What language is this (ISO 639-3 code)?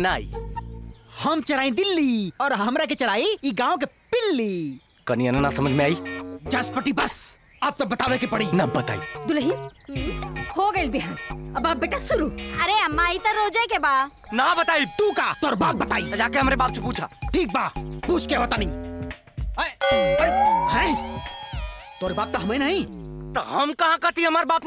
bho